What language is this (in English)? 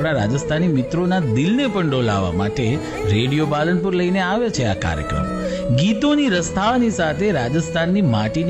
Gujarati